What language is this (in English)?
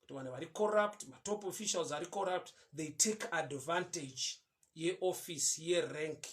Shona